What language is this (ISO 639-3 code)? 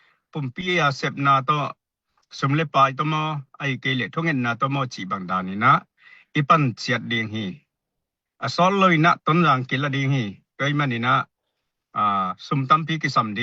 ctd